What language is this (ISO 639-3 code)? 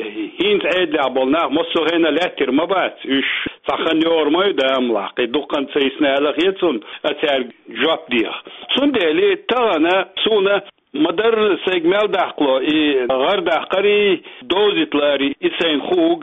che